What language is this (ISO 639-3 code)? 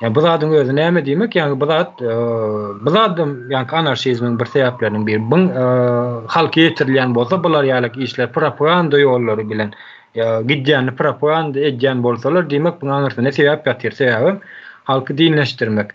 tuk